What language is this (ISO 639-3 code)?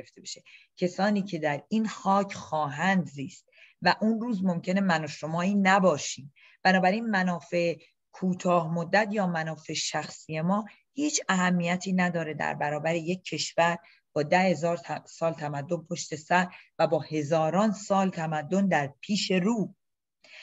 fas